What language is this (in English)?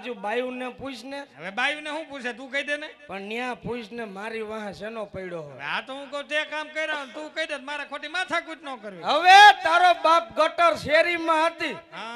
Gujarati